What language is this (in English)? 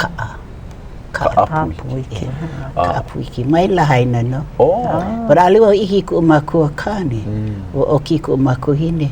Hawaiian